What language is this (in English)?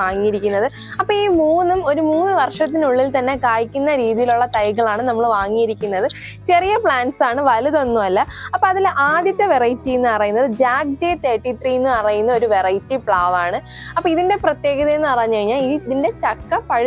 Malayalam